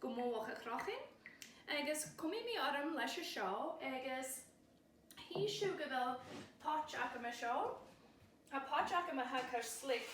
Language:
Scottish Gaelic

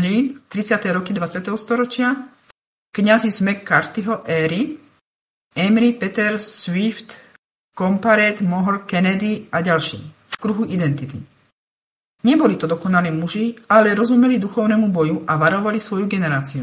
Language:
Slovak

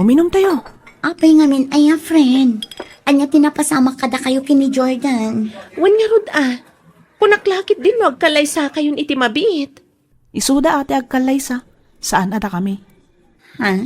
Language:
Iloko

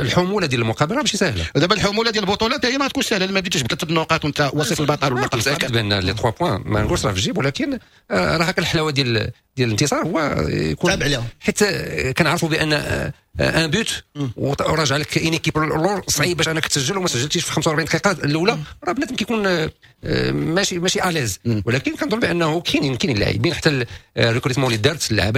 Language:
Moroccan Arabic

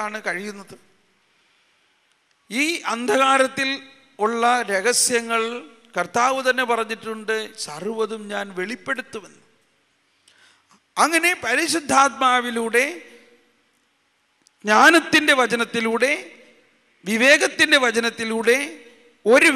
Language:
Malayalam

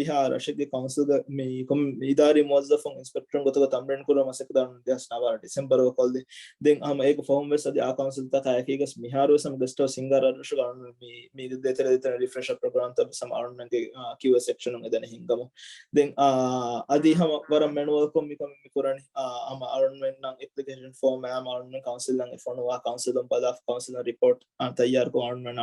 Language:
Divehi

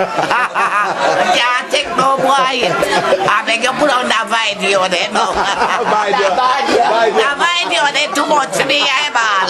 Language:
Jamaican Creole English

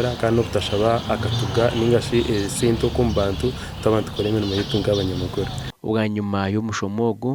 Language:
Nyankole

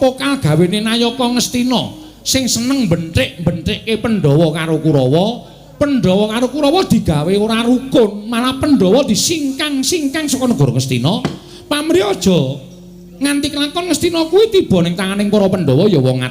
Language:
Javanese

